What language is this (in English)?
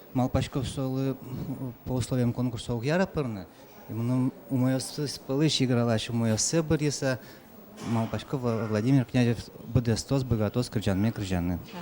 Udmurt